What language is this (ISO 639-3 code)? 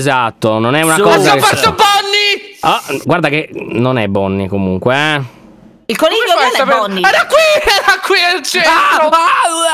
ita